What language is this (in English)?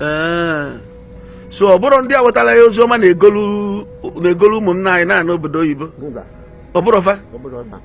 Igbo